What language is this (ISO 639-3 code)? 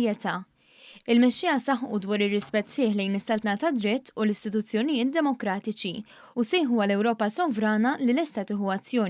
mlt